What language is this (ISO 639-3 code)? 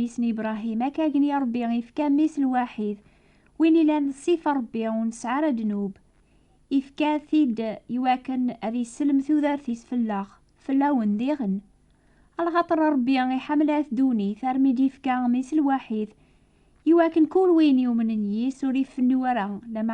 kab